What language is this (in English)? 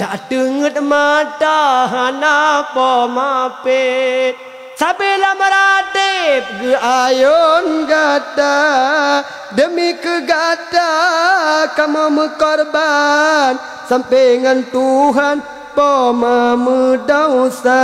Achinese